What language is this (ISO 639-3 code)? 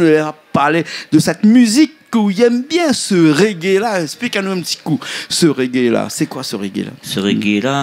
rcf